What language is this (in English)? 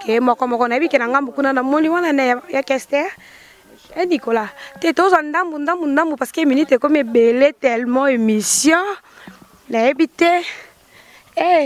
Lingala